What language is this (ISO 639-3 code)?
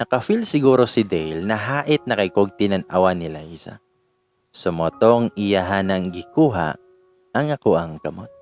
ceb